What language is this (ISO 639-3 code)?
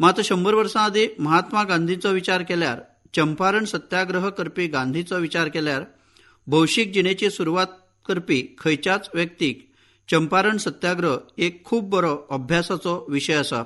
kok